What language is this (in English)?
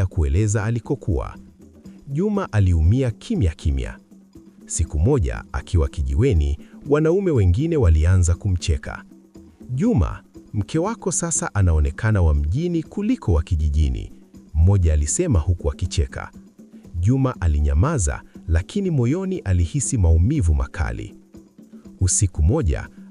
Swahili